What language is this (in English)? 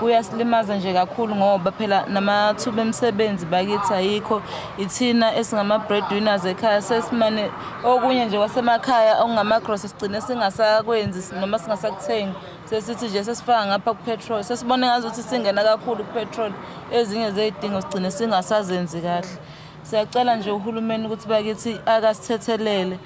Zulu